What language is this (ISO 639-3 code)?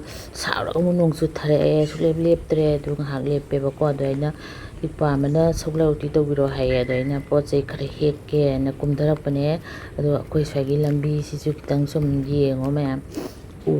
mni